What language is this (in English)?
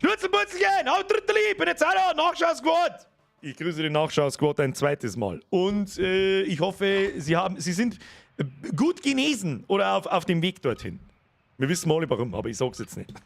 Bavarian